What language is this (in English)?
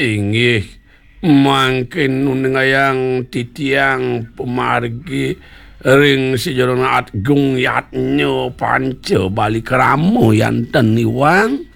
Balinese